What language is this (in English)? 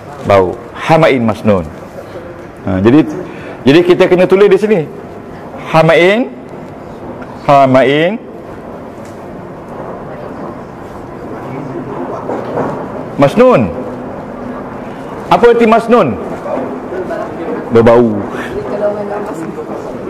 Malay